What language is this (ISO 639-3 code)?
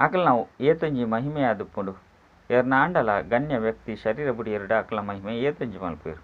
tcy